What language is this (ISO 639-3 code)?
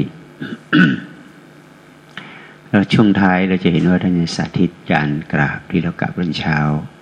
tha